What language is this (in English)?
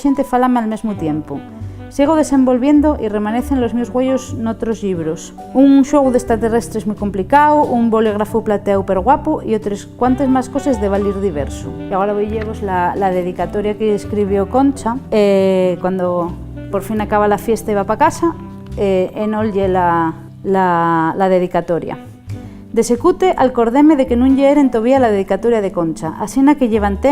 Asturian